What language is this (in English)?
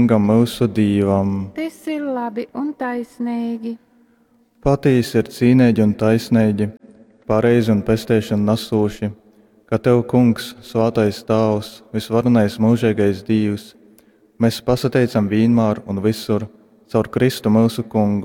Latgalian